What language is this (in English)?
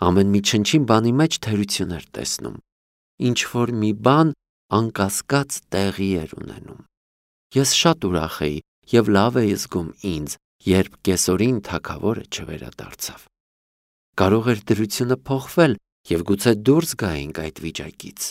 Armenian